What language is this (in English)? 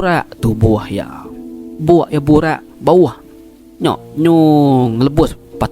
Iban